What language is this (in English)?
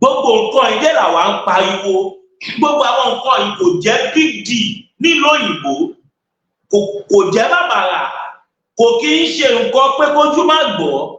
Yoruba